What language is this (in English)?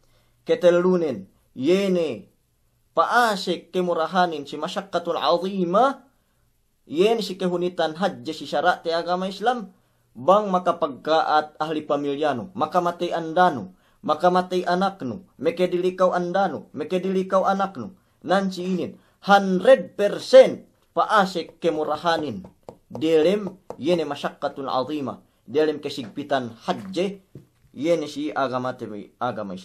Yakan